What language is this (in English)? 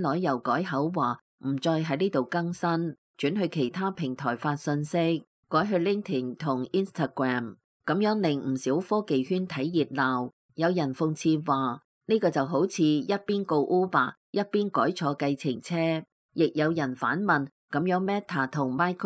Cantonese